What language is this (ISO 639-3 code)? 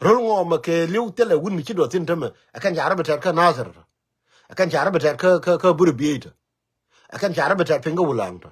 nus